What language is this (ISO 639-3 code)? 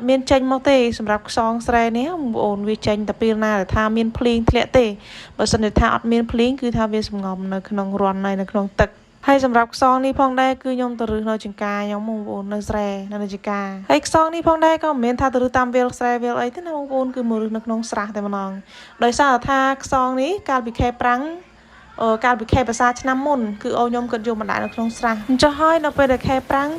khm